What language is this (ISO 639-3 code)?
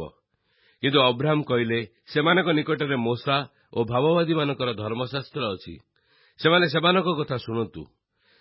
ori